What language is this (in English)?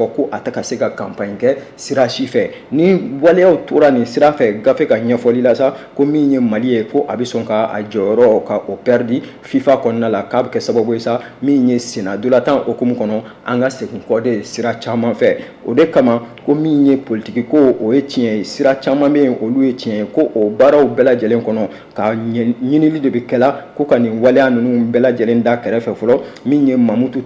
Bambara